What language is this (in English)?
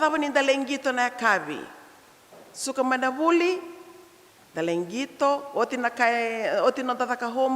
Fijian